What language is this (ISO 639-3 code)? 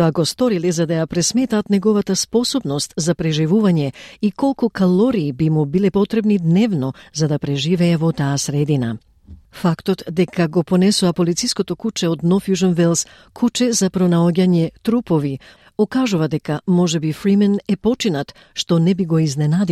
mkd